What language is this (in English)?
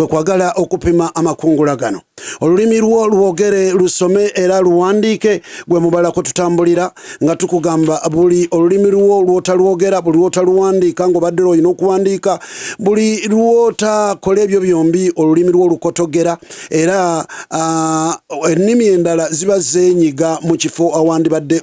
Ganda